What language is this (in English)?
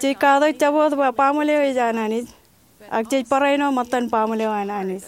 Marshallese